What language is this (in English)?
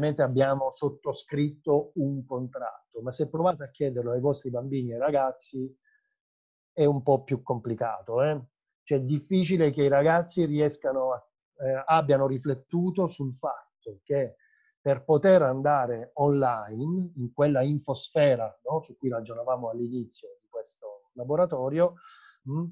Italian